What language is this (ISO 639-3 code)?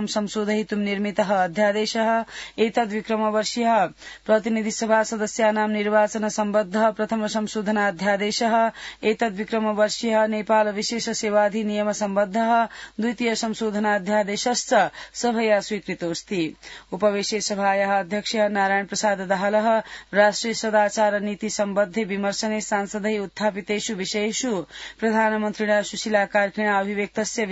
san